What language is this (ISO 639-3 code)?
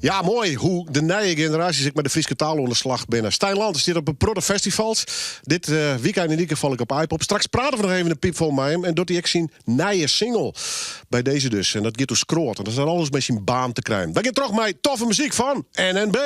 fry